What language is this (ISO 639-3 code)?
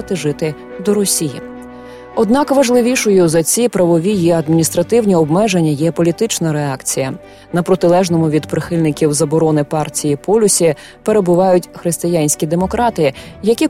ukr